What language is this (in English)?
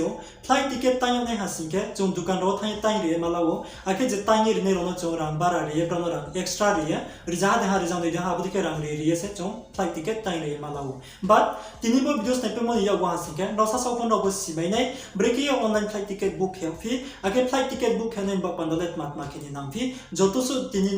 Riang (India)